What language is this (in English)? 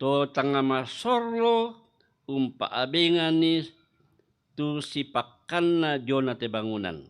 Toraja-Sa'dan